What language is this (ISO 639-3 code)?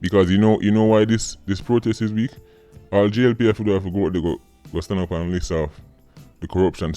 jam